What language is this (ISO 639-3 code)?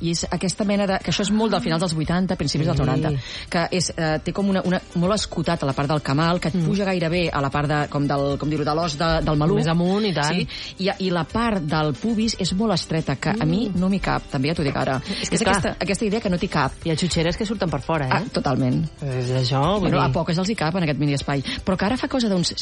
cat